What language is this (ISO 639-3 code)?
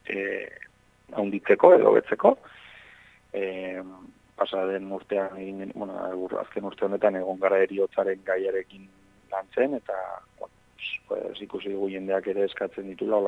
eus